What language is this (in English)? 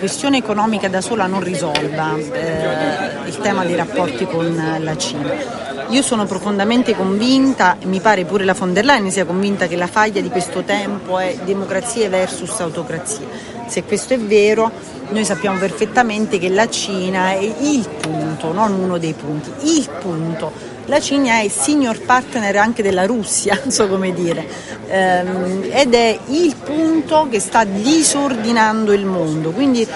Italian